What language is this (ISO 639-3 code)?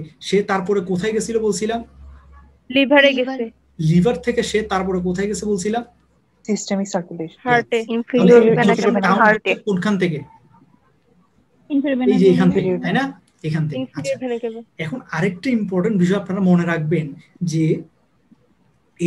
ben